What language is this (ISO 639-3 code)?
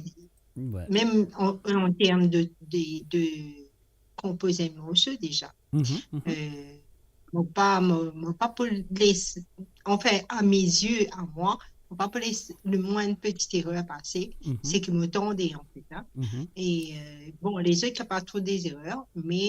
mfe